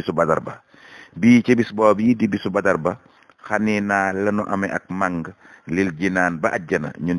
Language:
Wolof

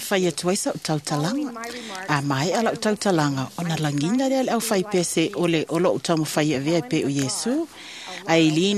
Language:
Samoan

